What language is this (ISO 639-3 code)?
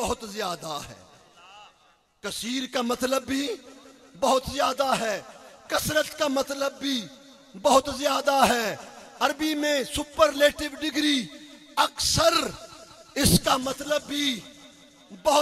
urd